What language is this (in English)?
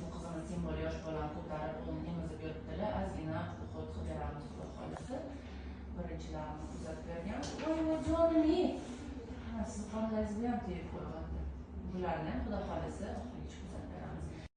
Uzbek